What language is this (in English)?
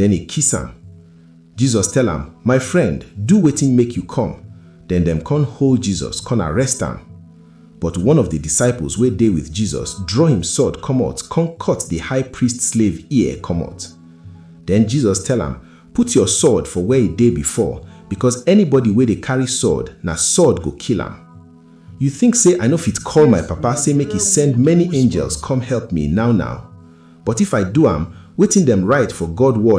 Nigerian Pidgin